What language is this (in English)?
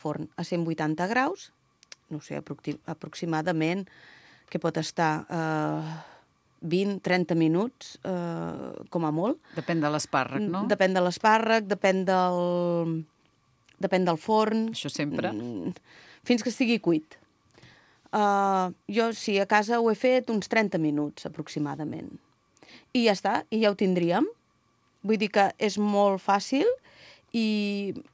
Catalan